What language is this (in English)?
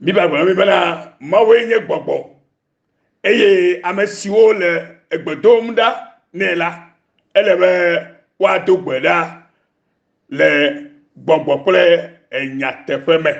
Ewe